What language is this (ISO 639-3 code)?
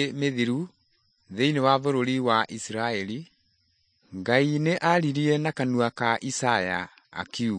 kik